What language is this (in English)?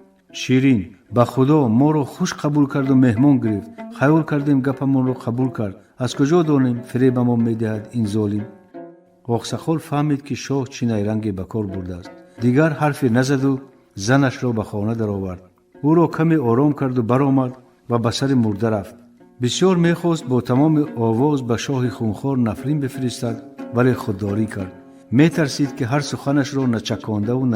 Tajik